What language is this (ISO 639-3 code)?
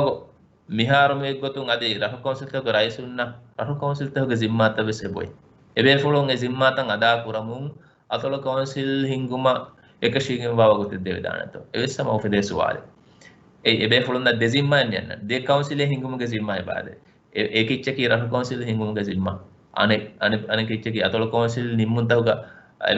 div